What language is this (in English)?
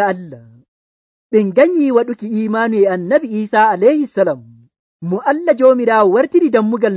Nigerian Fulfulde